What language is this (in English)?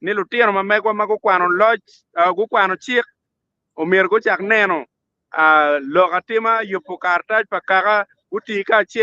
Acoli